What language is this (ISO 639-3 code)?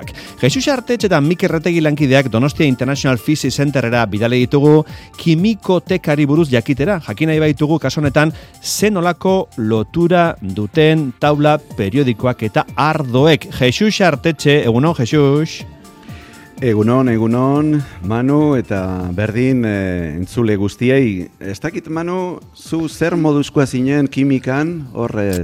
eus